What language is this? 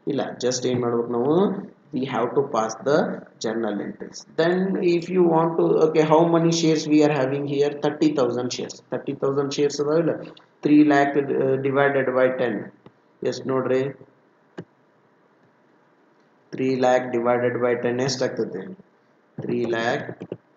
Kannada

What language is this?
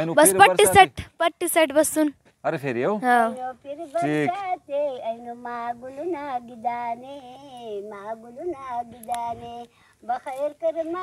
Brahui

